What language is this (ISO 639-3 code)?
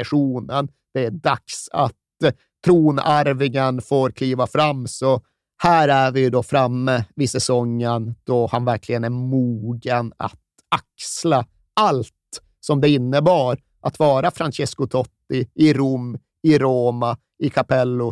swe